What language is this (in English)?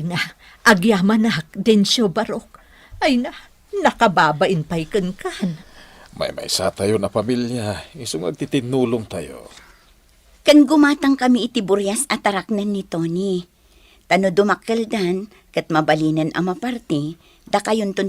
Iloko